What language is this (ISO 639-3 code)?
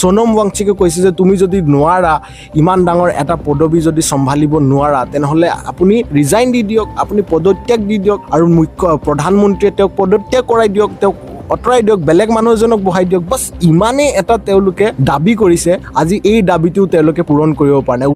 asm